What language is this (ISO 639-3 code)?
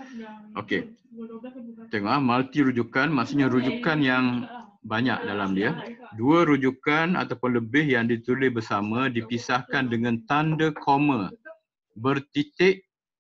msa